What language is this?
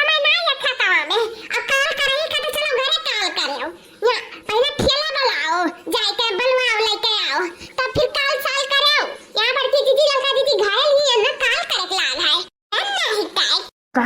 Awadhi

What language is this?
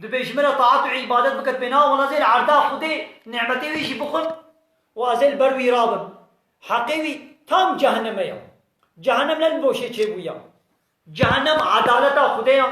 Kurdish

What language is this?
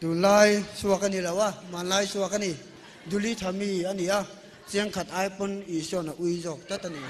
Mizo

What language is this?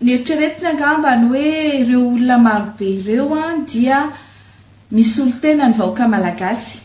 Malagasy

